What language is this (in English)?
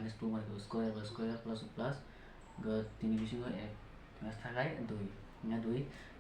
Kok Borok